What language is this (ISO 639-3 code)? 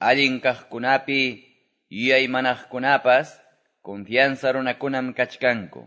que